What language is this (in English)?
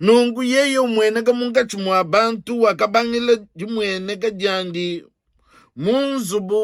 Luba-Lulua